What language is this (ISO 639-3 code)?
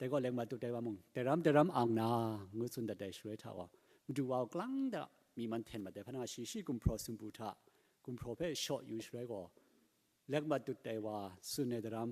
kac